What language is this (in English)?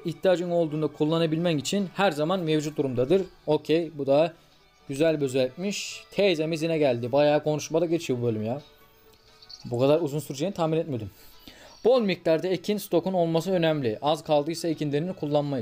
Turkish